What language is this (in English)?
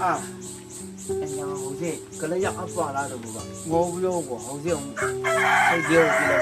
Chang Naga